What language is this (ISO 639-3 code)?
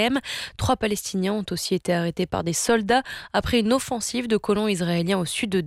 fra